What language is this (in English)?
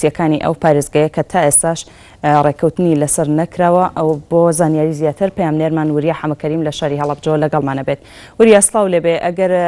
Central Kurdish